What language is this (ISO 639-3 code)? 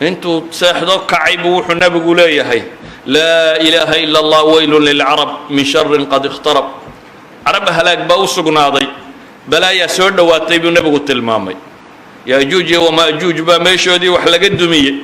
som